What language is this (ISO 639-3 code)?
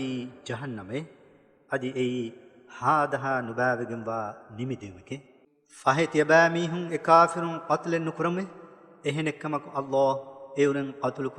div